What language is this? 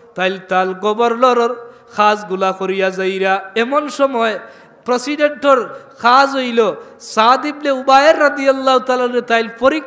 Sylheti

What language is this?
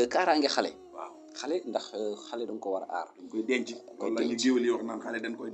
Wolof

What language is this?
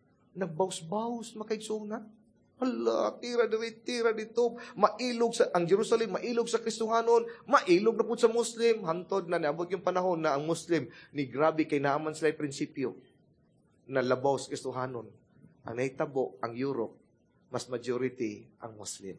Cebuano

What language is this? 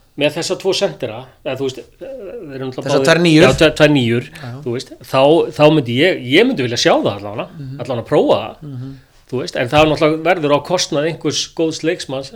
Icelandic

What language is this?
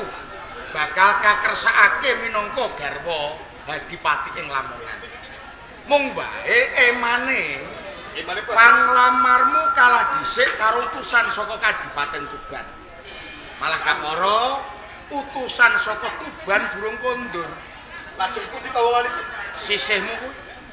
Javanese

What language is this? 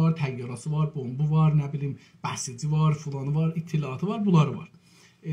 South Azerbaijani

